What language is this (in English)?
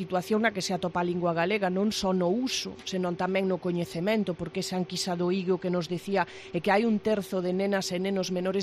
Galician